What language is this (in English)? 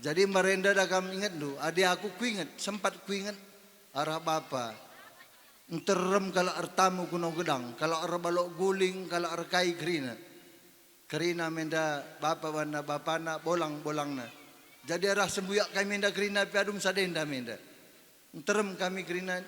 Batak Karo